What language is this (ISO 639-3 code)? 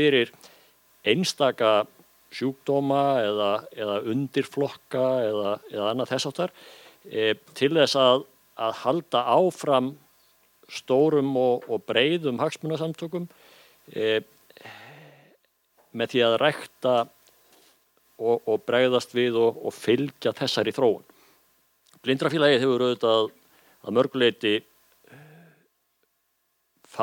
isl